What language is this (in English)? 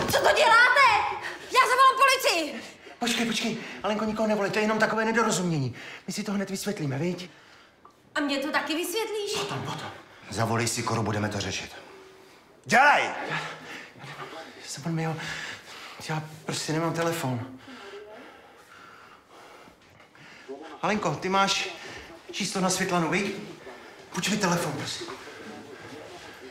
Czech